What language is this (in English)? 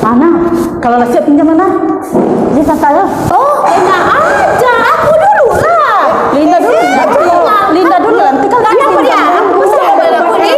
Minangkabau